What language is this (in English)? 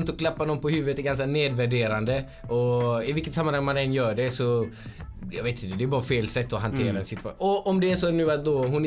Swedish